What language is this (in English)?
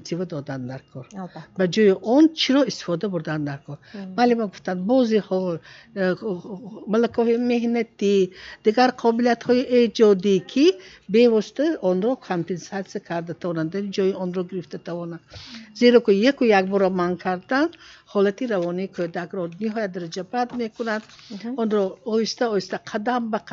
Tajik